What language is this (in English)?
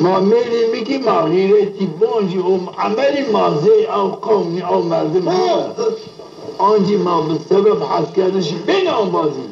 Zaza